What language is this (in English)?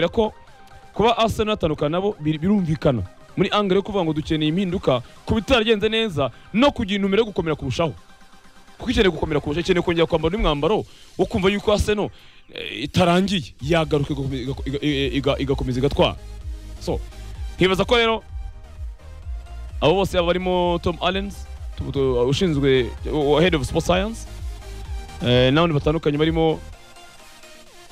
Kinyarwanda